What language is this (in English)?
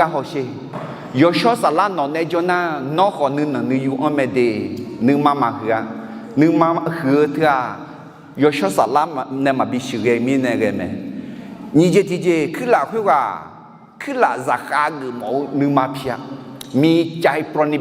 Akha